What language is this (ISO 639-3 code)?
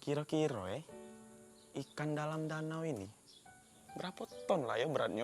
mui